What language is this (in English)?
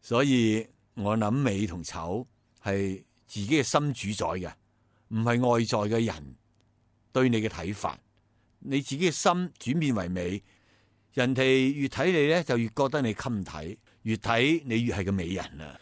Cantonese